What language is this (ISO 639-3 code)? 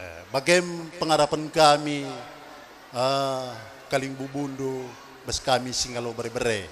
btx